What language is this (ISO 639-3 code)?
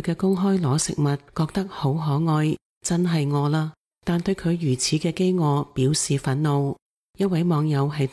yue